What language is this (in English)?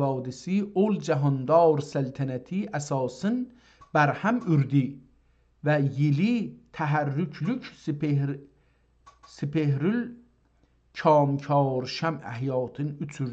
South Azerbaijani